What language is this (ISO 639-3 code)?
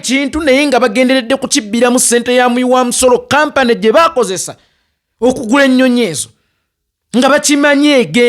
lug